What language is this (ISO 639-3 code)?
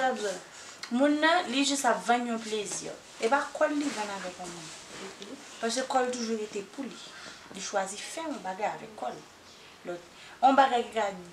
hat